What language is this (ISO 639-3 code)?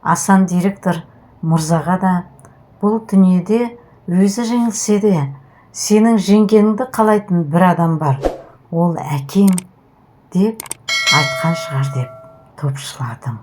kaz